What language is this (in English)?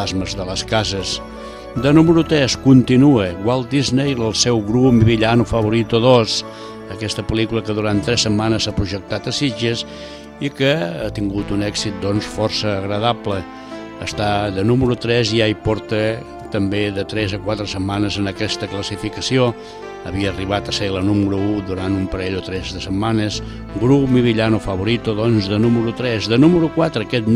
Catalan